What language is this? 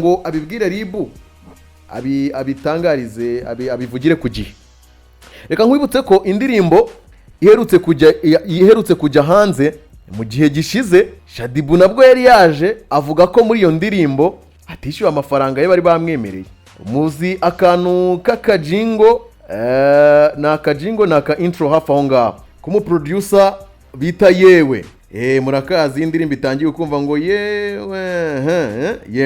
Kinyarwanda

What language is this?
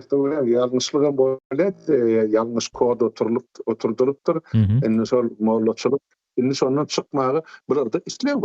Turkmen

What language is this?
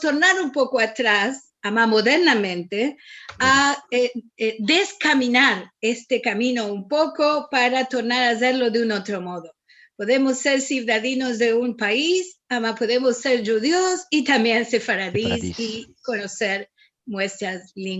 Ladino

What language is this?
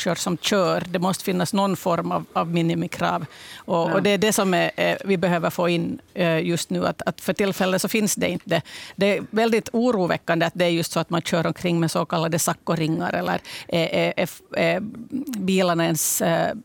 Swedish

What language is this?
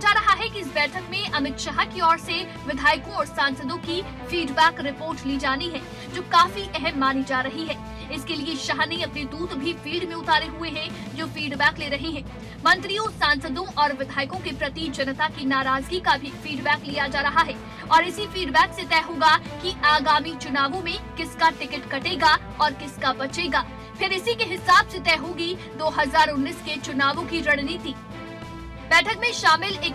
Hindi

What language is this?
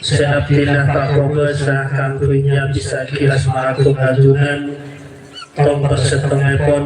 Madurese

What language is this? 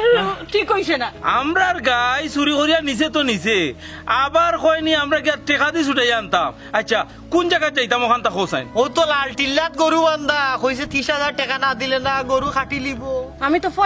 Sylheti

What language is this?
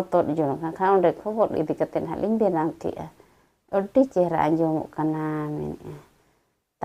Santali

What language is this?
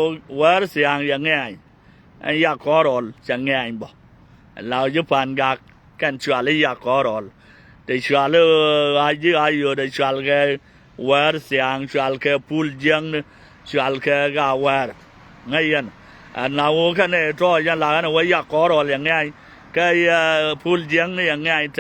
Nuer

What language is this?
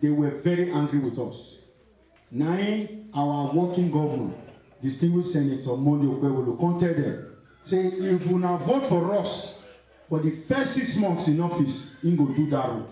Nigerian Pidgin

